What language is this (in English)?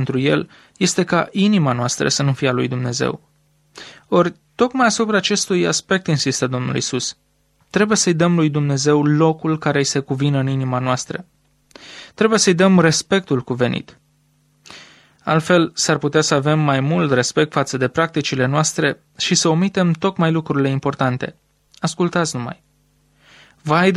Romanian